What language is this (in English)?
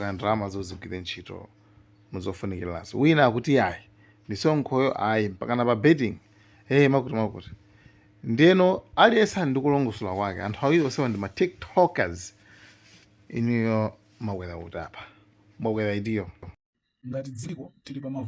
Nyanja